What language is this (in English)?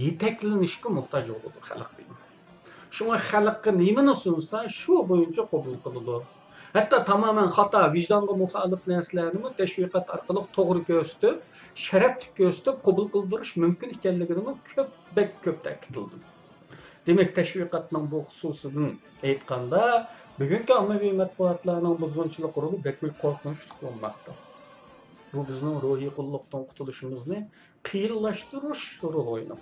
Uyghur